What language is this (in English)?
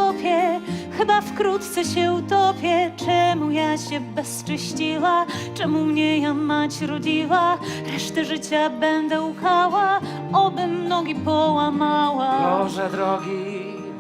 Silesian